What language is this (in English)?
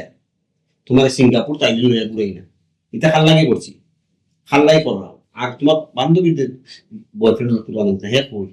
Sylheti